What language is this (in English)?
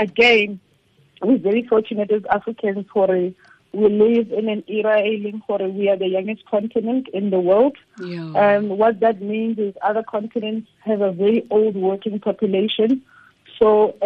Tswana